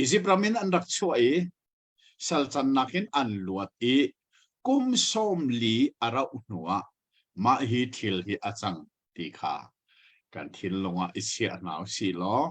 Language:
Hakha Chin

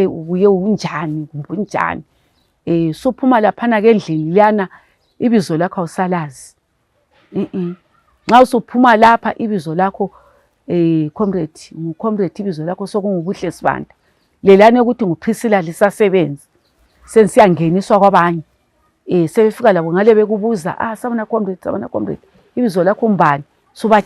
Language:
North Ndebele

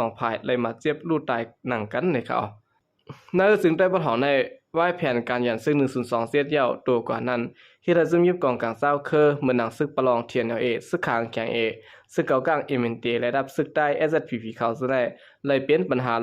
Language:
Shan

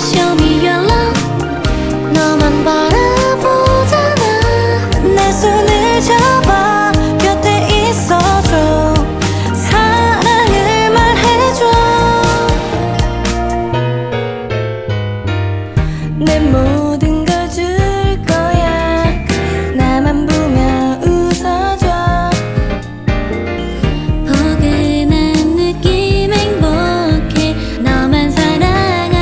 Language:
Korean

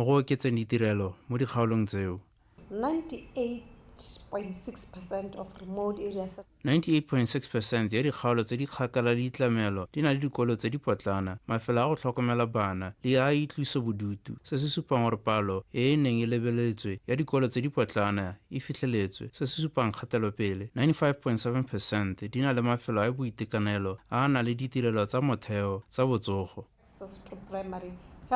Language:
Tswana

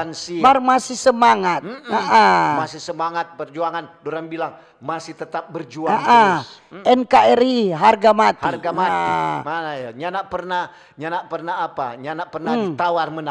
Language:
Manado Malay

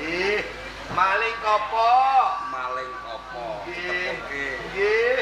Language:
Javanese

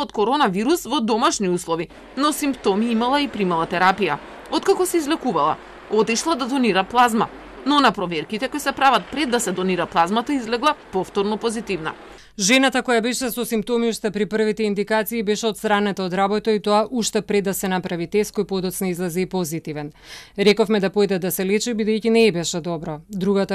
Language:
Macedonian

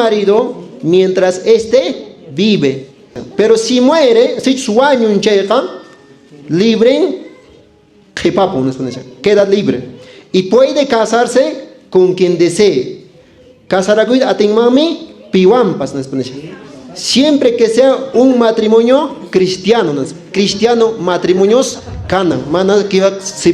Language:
Quechua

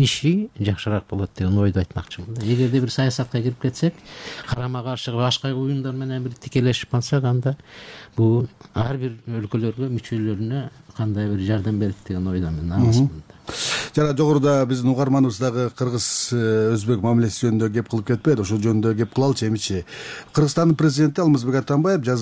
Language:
Kyrgyz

